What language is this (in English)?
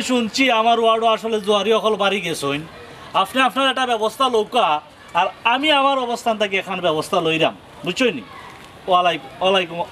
Sylheti